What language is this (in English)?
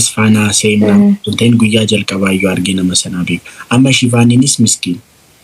Oromo